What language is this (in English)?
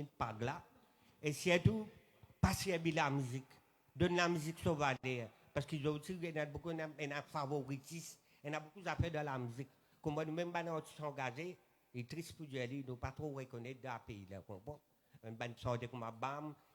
Morisyen